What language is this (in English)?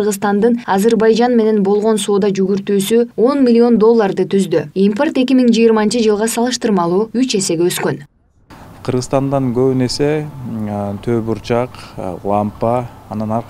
Kyrgyz